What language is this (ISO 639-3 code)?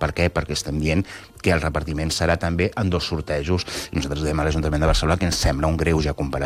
cat